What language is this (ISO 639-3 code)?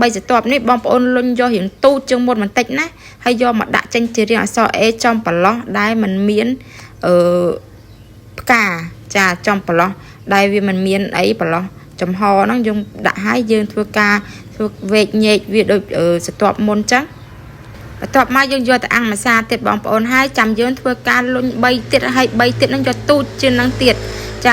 khm